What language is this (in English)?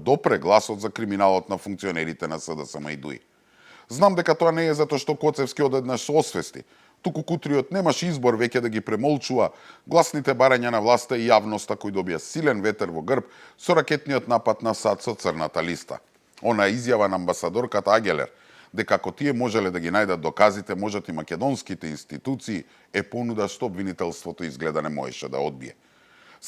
Macedonian